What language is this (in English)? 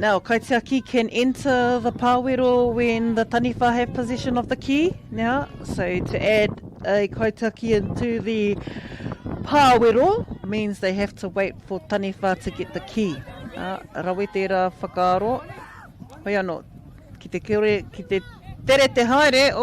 Māori